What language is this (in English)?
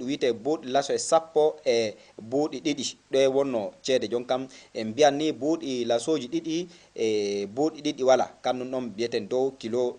Fula